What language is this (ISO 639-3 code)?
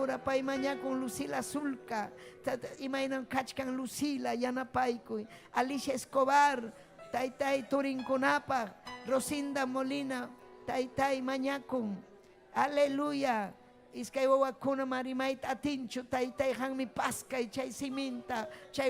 quy